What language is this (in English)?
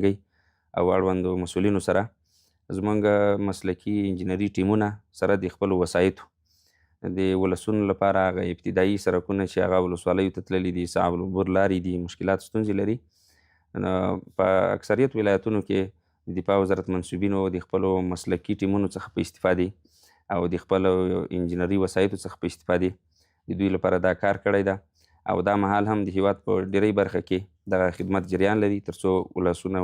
Pashto